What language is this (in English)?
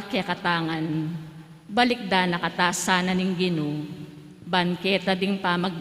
Pampanga